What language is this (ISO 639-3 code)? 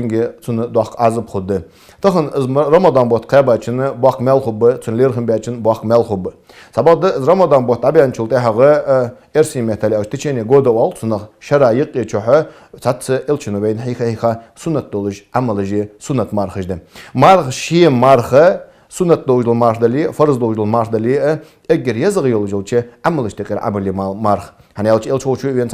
inh